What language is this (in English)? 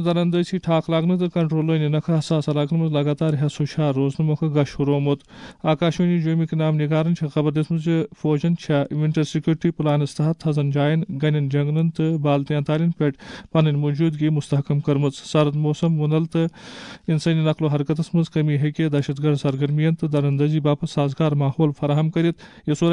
Kashmiri